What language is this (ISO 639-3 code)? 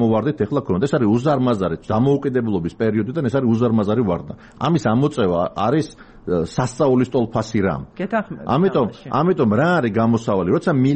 kat